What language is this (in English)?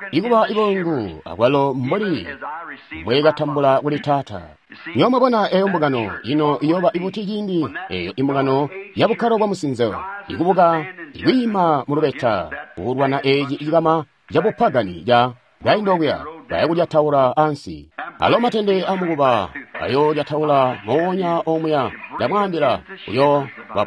Tonga (Zambia)